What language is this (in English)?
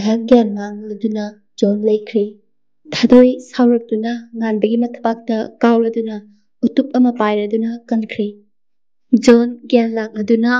Manipuri